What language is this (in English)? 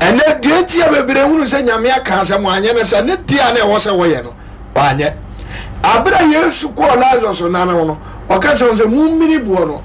Akan